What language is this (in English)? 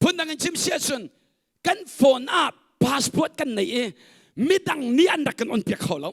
Hakha Chin